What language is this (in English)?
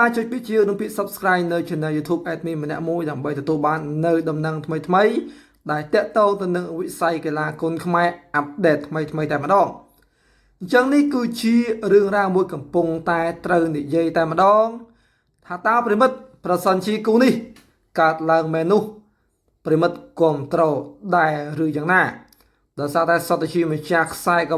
Khmer